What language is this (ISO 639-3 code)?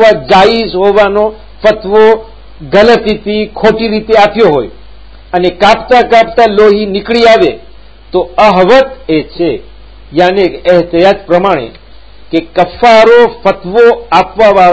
guj